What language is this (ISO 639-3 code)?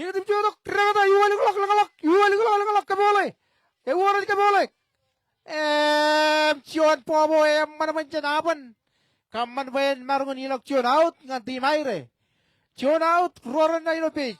mah